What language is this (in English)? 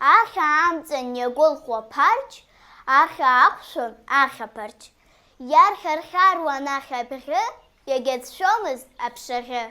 Abkhazian